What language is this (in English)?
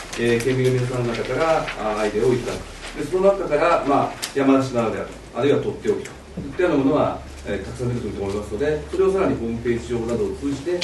Japanese